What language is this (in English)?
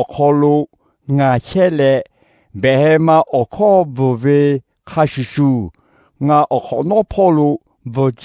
Lahu